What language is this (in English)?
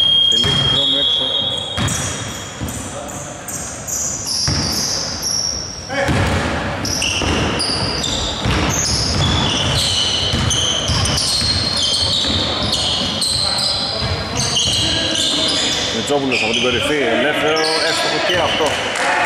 Greek